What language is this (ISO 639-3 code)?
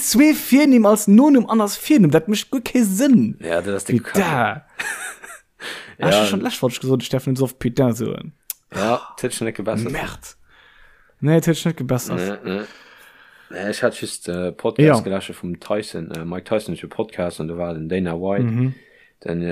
ltz